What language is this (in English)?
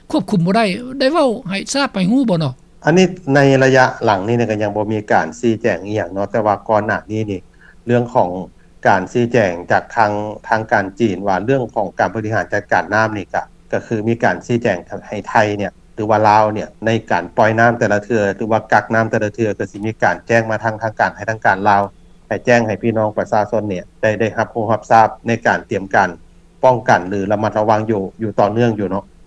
Lao